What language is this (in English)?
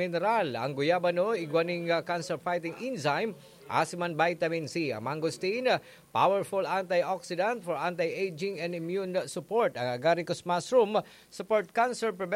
Bikol